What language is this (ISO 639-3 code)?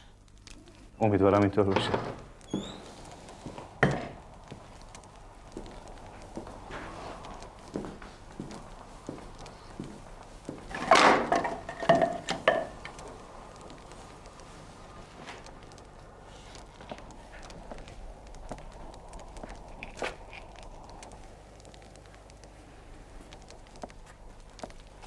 fas